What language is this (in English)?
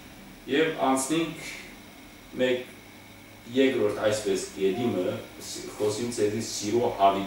Western Armenian